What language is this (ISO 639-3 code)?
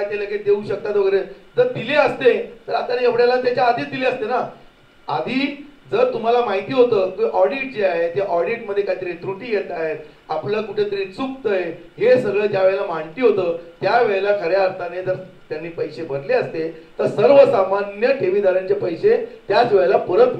mar